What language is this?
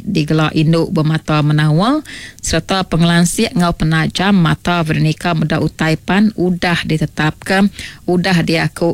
Iban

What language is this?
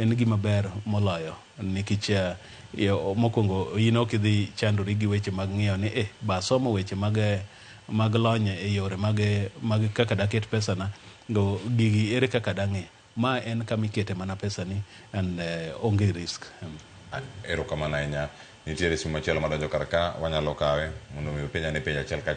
Luo (Kenya and Tanzania)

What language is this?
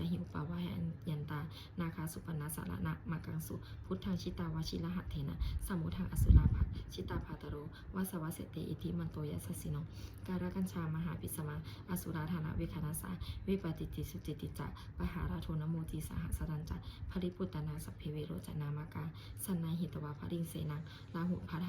Pali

